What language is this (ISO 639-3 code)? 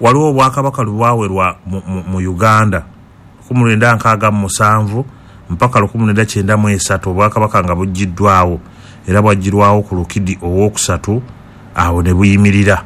lug